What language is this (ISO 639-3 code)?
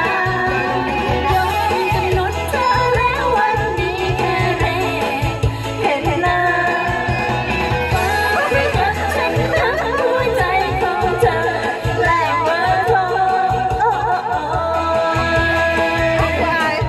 tha